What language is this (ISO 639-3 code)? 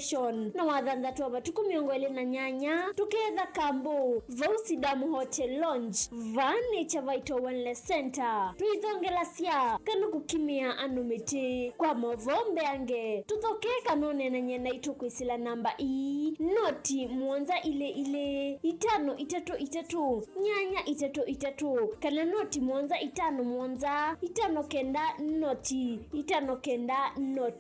kam